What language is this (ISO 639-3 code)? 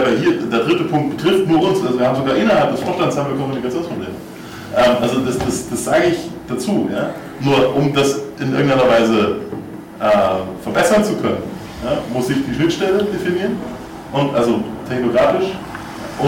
deu